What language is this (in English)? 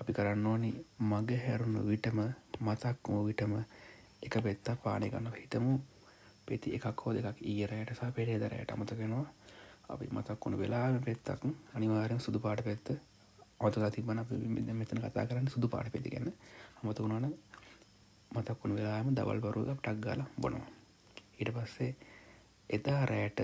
Sinhala